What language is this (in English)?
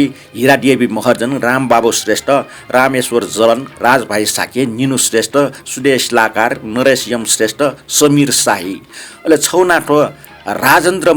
Newari